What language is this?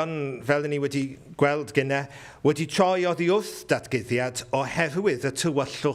Welsh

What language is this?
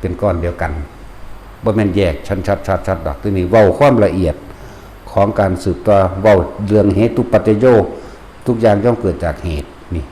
Northeastern Thai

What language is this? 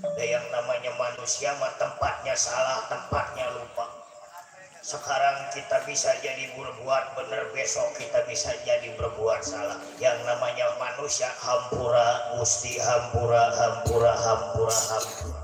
Betawi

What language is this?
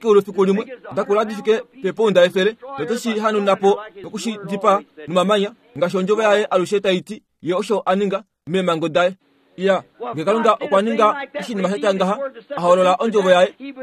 Kuanyama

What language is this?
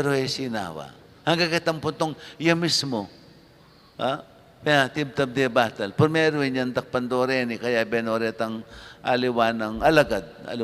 Pampanga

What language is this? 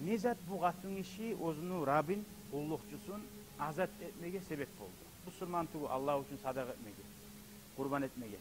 Kumyk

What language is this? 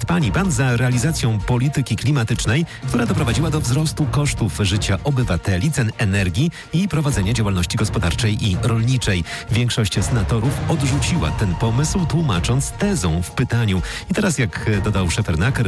Polish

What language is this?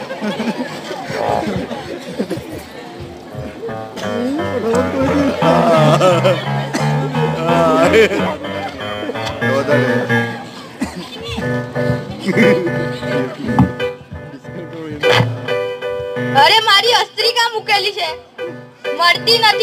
Gujarati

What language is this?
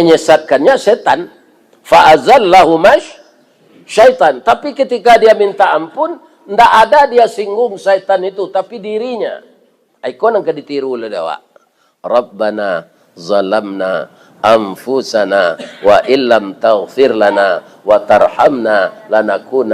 Minangkabau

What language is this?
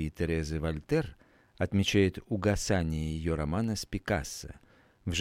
Russian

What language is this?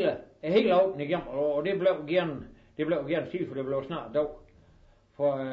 Danish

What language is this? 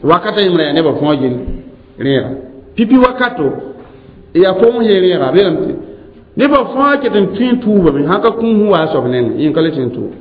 Mossi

